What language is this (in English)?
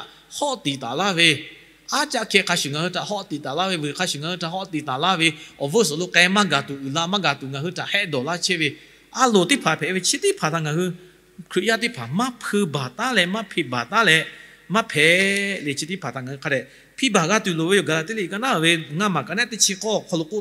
Lahu